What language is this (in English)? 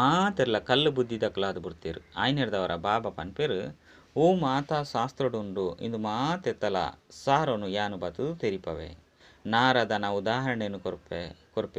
Tulu